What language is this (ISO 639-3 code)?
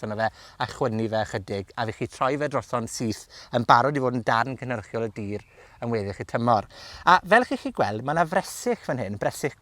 cym